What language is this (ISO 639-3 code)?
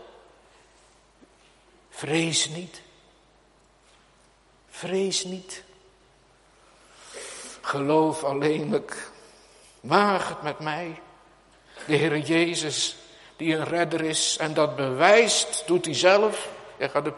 nld